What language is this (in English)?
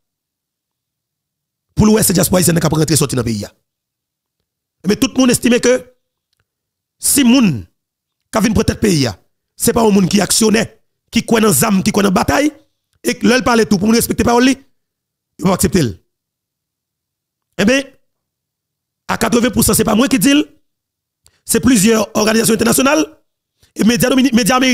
Haitian Creole